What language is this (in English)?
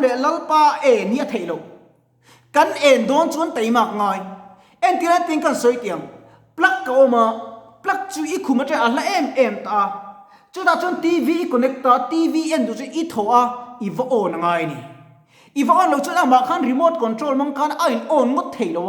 Mizo